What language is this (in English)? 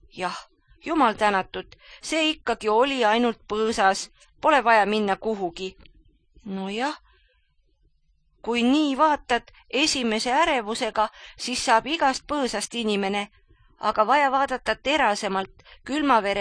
Estonian